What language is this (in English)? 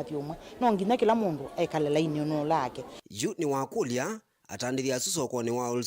Kamba